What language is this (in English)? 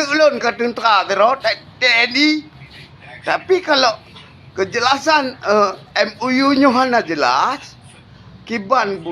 Achinese